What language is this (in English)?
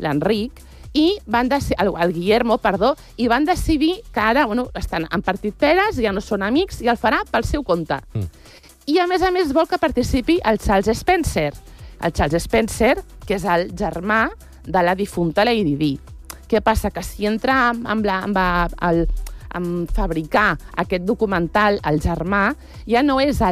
Catalan